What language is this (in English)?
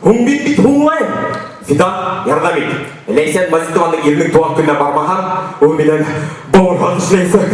Bashkir